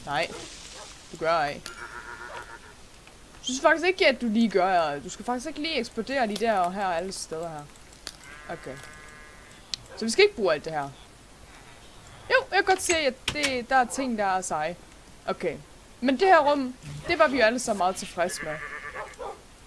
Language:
Danish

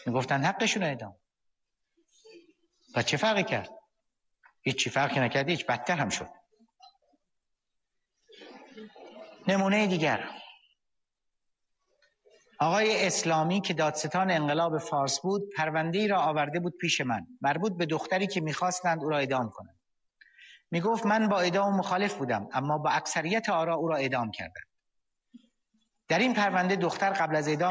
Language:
Persian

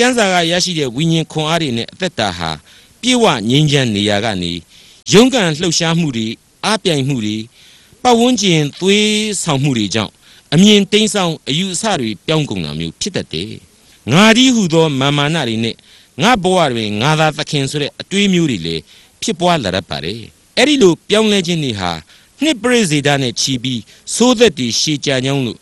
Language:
Burmese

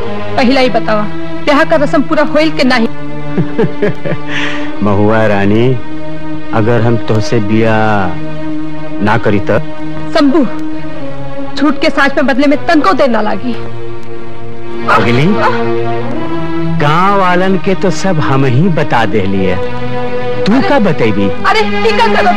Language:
Bhojpuri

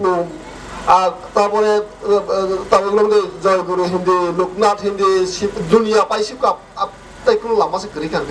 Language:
Kok Borok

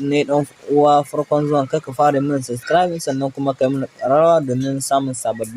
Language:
Hausa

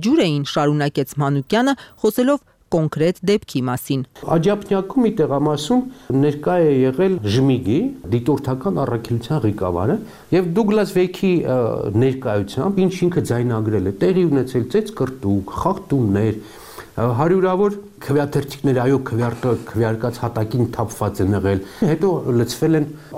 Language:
Armenian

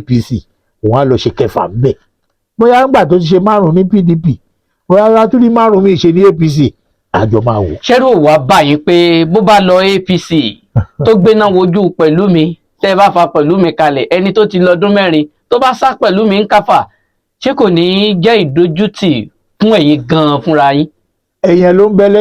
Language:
Yoruba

